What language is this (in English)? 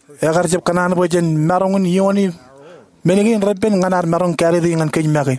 Marshallese